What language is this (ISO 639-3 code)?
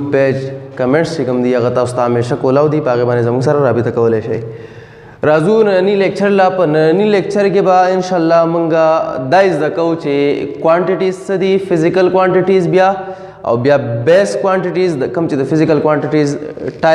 pus